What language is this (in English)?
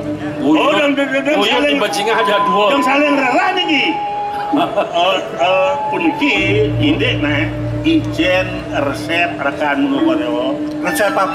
Balinese